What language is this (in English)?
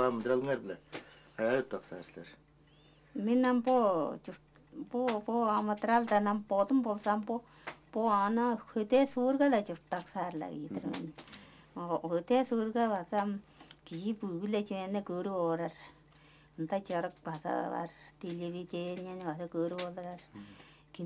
Tuvinian